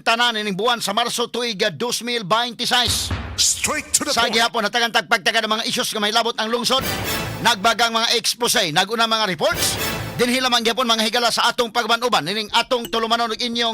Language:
Cebuano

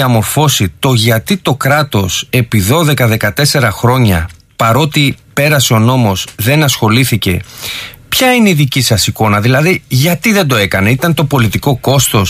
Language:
Greek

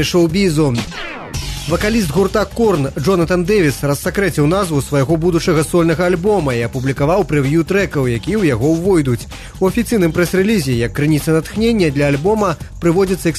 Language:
Belarusian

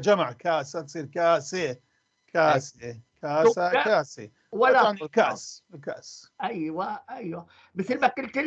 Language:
North Levantine Arabic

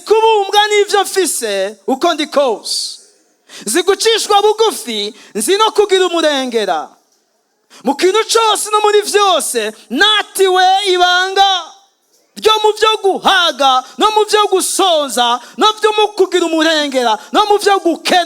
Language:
Rundi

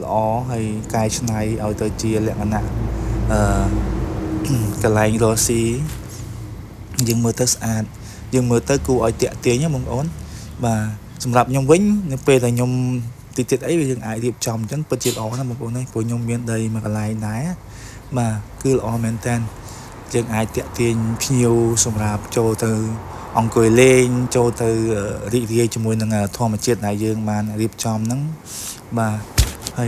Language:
Khmer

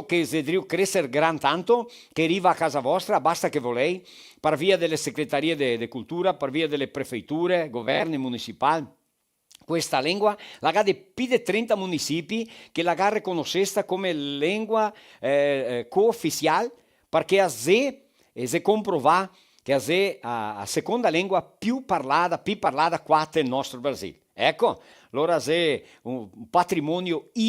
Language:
Venetian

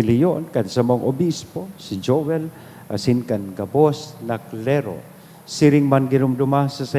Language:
Bikol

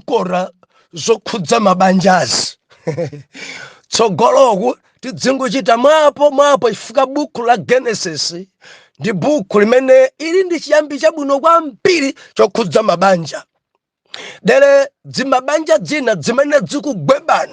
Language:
Nyanja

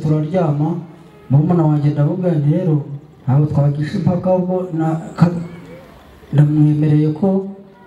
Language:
Kinyarwanda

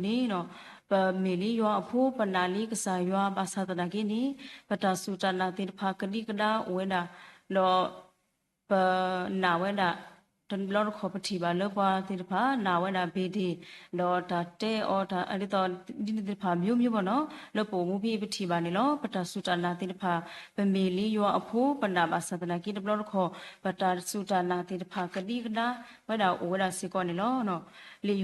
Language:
S'gaw Karen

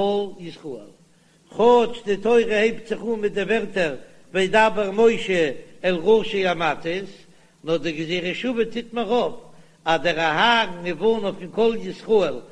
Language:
Yiddish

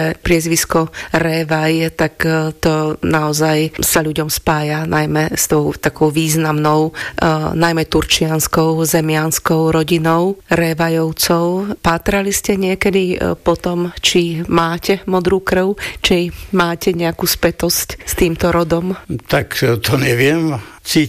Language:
Slovak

